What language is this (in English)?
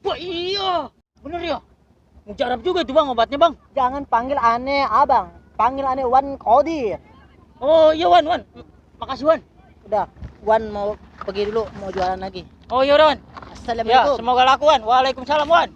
Betawi